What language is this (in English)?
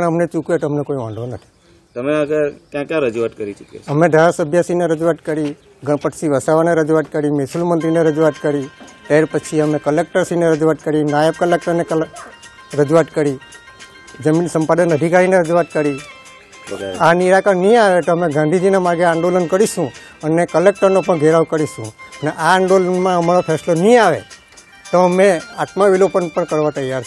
Gujarati